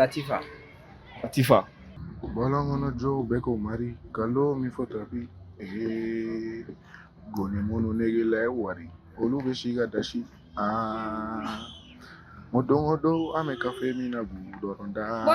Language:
Bambara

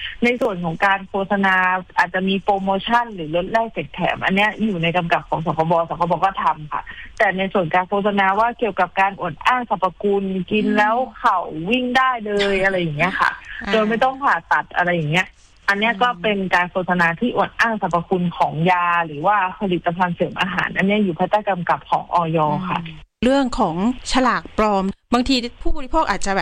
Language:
Thai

